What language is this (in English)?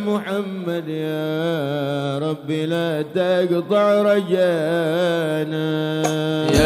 Arabic